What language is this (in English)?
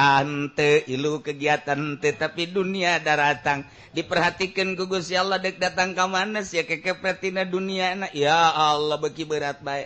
Sundanese